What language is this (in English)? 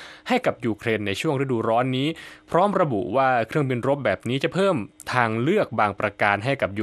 Thai